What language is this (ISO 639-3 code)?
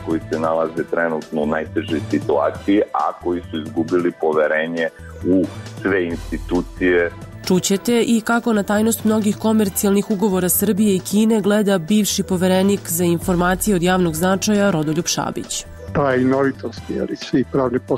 srp